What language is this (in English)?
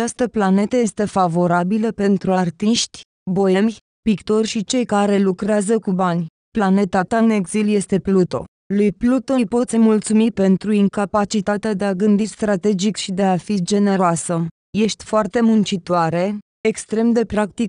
Romanian